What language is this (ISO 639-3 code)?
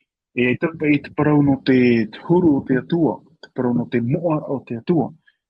tah